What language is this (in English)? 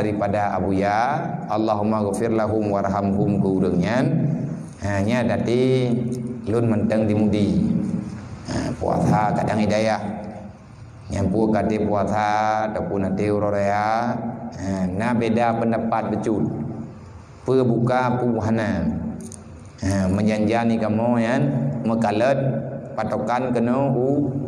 Achinese